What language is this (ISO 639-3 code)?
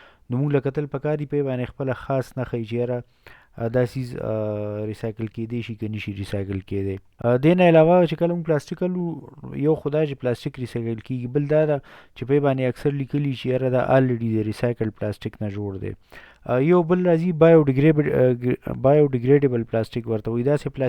pus